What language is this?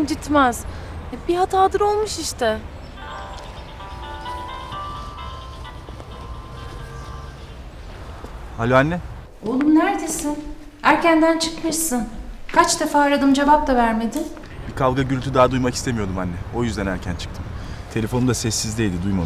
Turkish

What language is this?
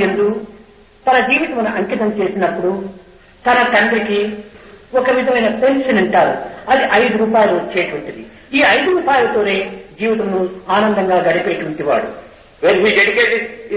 Telugu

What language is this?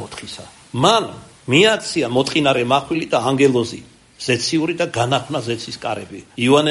Georgian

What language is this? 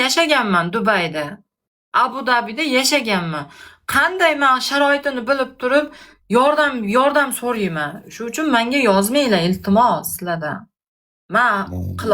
Uzbek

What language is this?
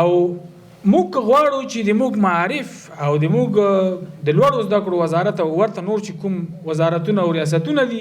Pashto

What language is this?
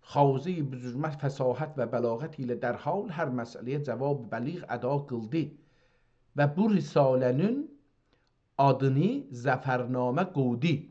South Azerbaijani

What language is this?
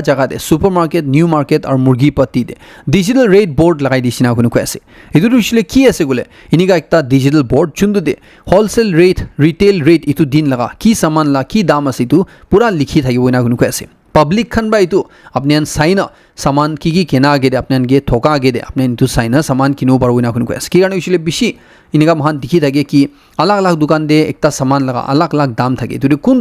Naga Pidgin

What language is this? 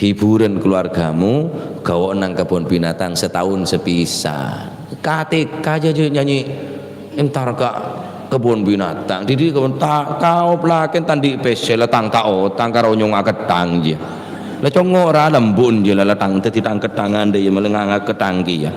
Madurese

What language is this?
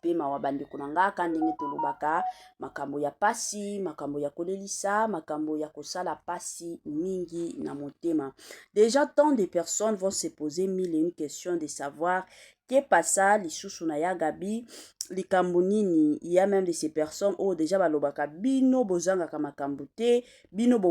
Lingala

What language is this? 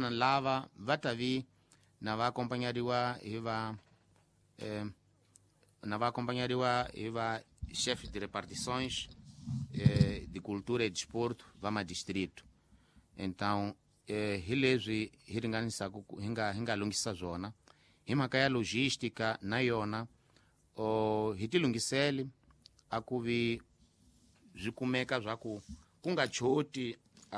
Tsonga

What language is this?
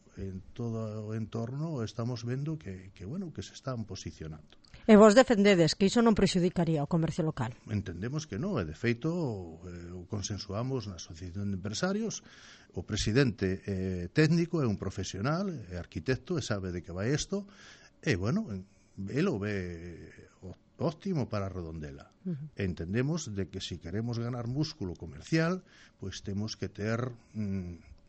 Galician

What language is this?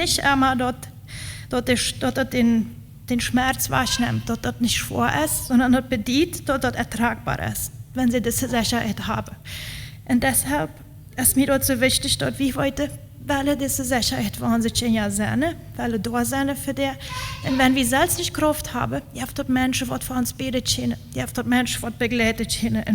Plautdietsch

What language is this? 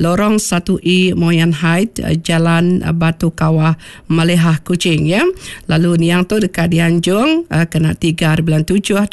Iban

